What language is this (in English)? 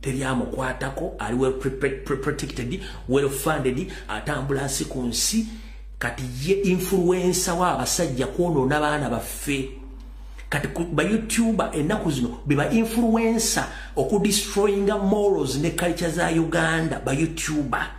Ganda